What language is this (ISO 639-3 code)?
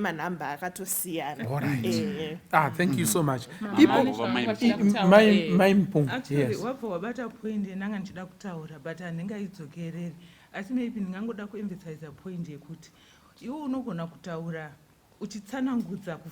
sna